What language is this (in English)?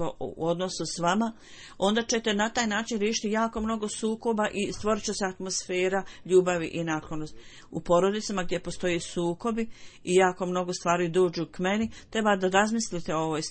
Bosnian